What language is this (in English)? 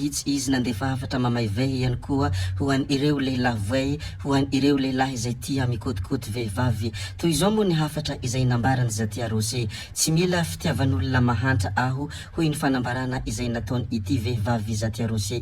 Malagasy